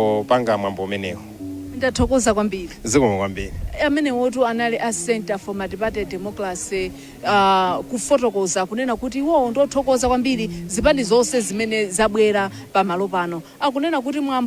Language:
Nyanja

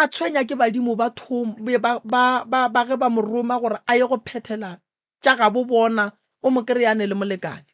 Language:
Northern Sotho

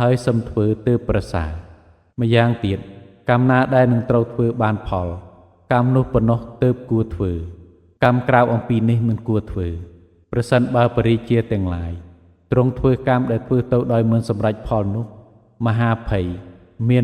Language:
Khmer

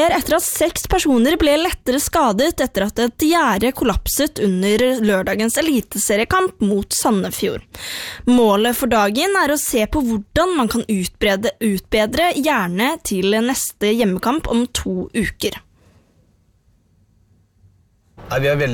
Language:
Norwegian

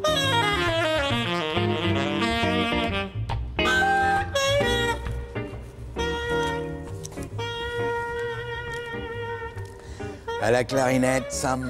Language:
French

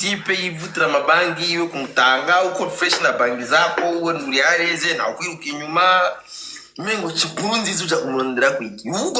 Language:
Rundi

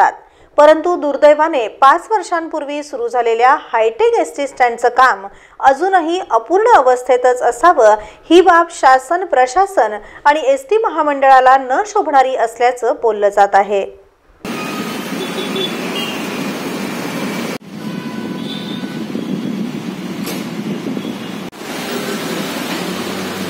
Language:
Marathi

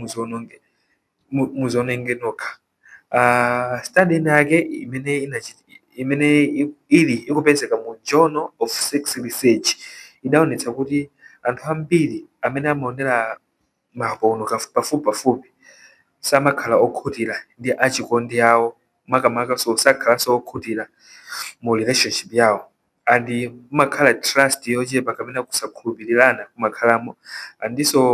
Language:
Nyanja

